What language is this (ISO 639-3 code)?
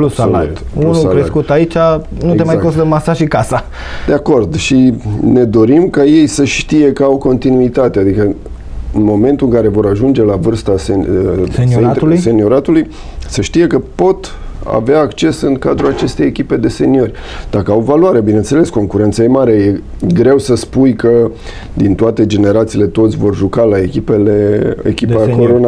ron